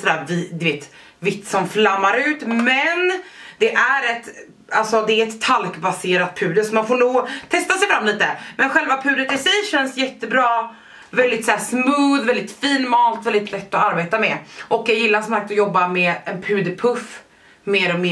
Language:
Swedish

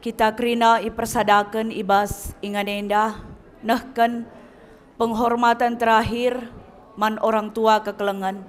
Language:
Batak Karo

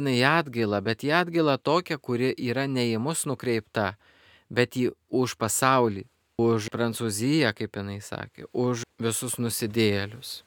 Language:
Lithuanian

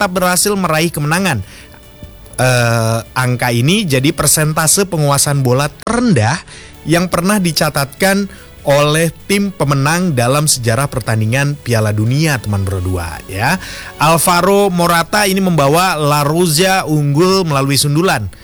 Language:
Indonesian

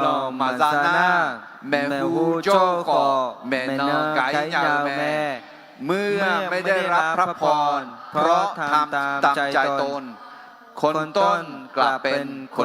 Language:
Akha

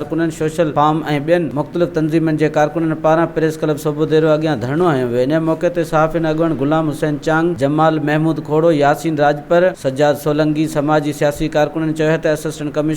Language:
Sindhi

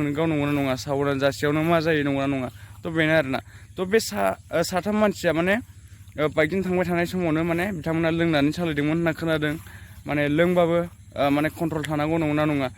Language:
Bodo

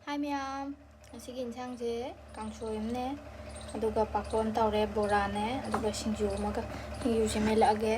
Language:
Manipuri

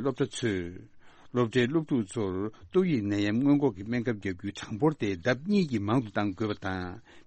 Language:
Tibetan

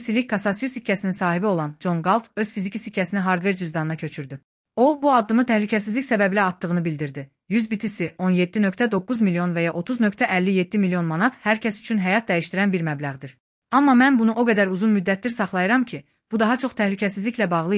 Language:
Azerbaijani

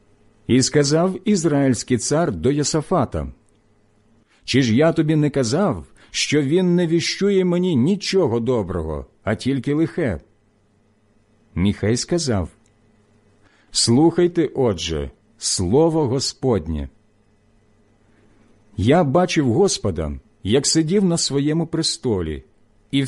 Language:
Ukrainian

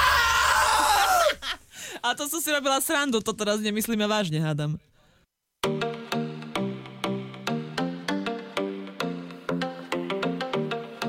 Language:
Slovak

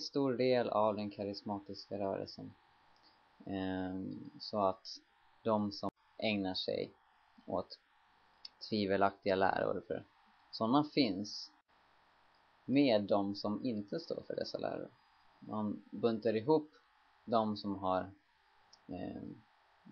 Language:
Swedish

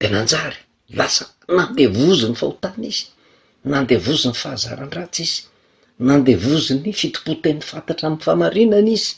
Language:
Malagasy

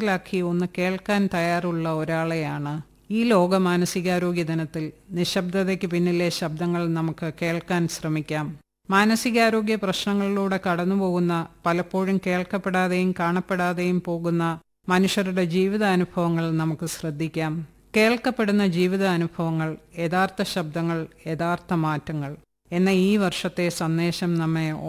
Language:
Malayalam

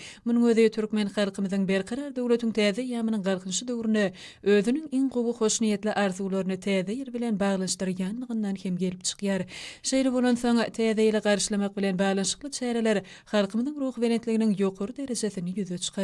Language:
Turkmen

